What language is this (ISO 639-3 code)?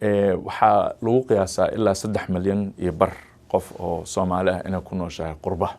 som